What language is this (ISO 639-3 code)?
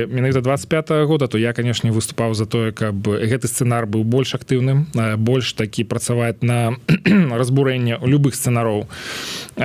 bel